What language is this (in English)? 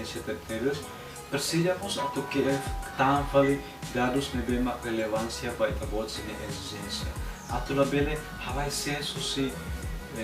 Tetum